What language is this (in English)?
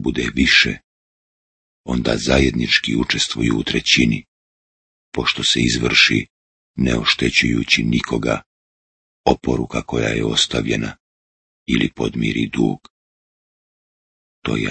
Bosnian